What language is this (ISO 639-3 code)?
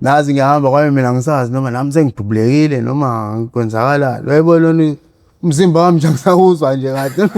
zul